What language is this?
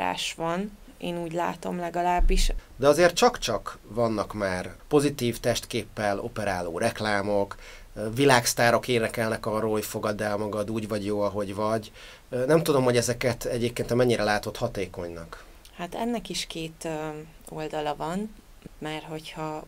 Hungarian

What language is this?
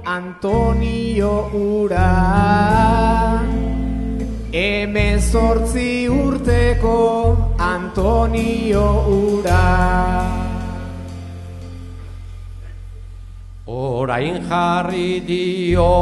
Basque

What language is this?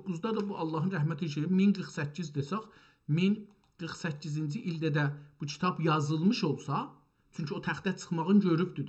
South Azerbaijani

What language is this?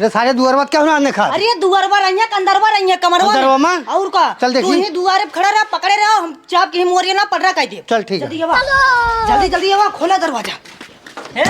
Awadhi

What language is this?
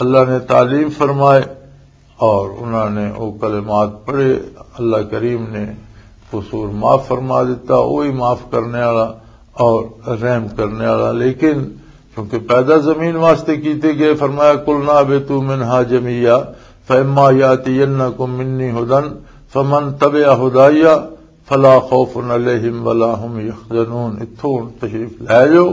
Western Panjabi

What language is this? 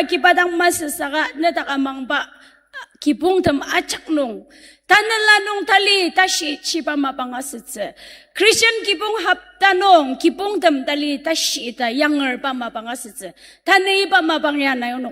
Ao Naga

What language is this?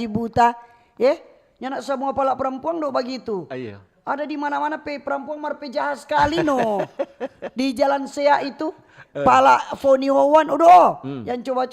Manado Malay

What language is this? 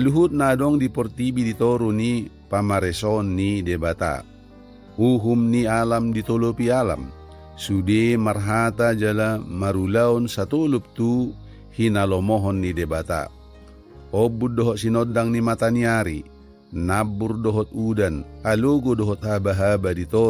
Batak Toba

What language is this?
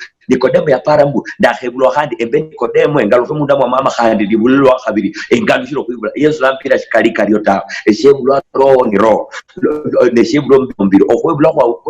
Luyia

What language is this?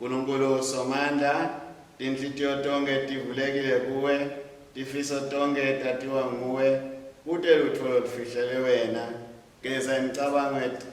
Swati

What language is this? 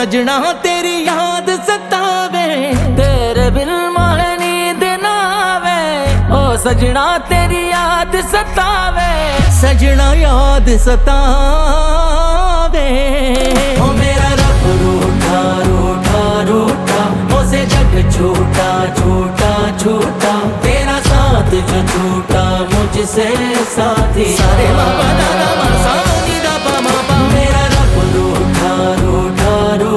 Hindi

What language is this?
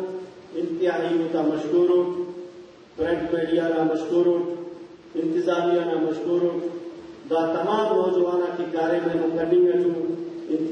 Brahui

